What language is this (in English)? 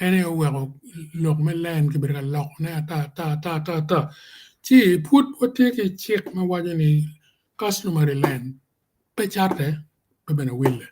Acoli